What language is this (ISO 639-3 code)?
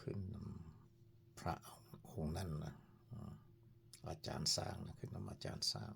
lao